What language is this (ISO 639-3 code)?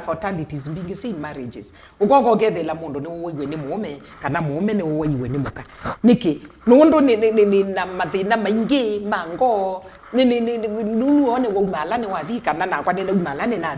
kam